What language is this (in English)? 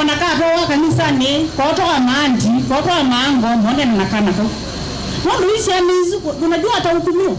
Kamba